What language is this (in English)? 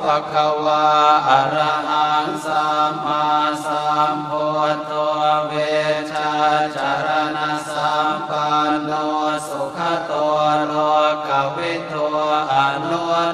Pali